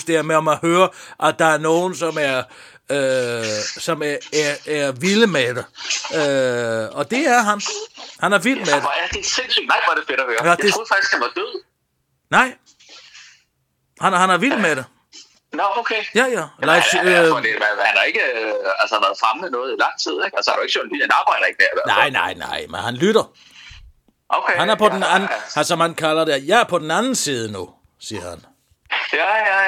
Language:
Danish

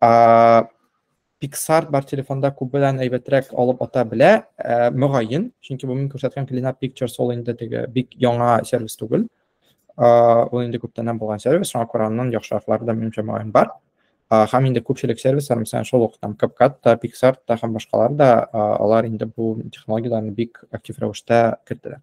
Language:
Tatar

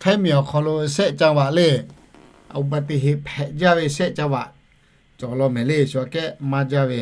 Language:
Lahu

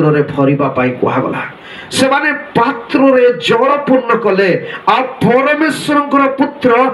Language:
Odia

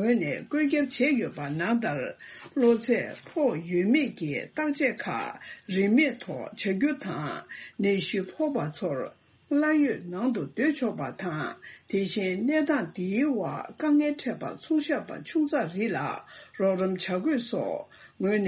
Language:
Tibetan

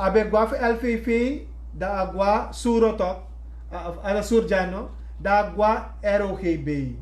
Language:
Sranan Tongo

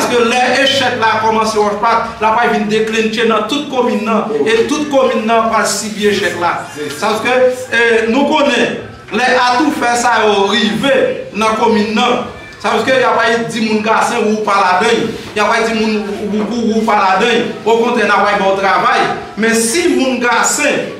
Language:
Haitian Creole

